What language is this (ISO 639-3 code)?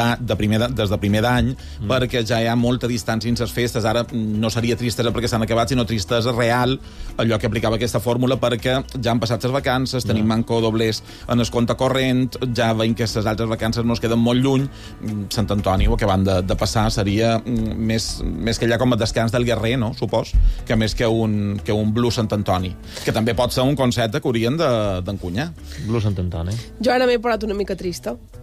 cat